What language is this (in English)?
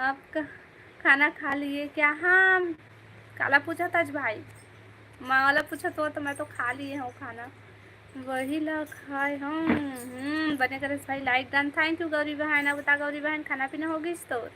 Chhattisgarhi